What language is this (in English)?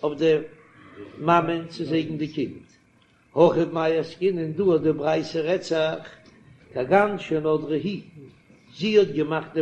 Yiddish